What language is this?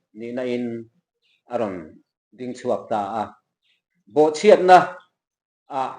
Mizo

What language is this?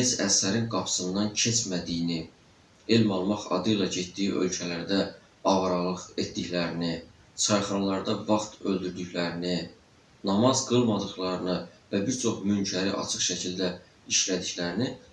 Azerbaijani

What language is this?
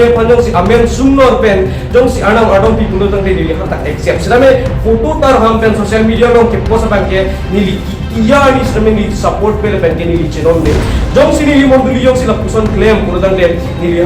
Karbi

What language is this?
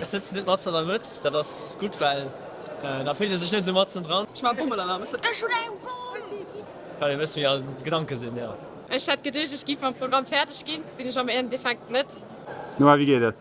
Luxembourgish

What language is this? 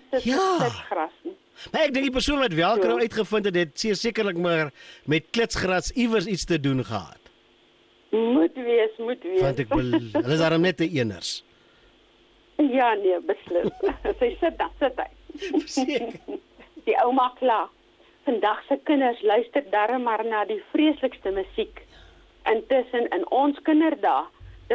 Afrikaans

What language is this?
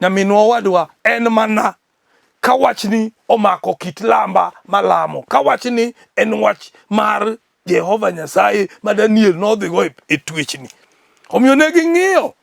Luo (Kenya and Tanzania)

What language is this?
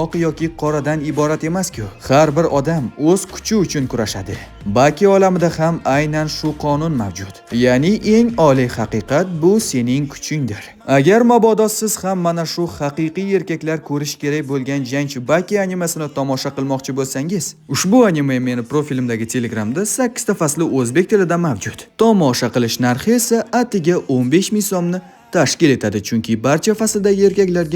Uzbek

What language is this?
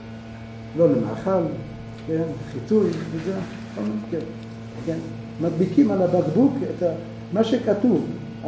Hebrew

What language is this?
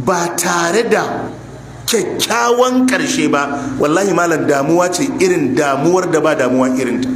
Hausa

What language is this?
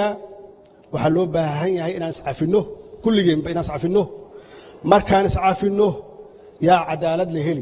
Somali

